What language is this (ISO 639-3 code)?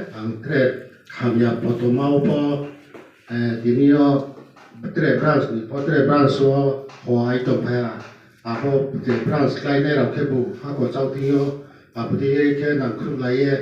ria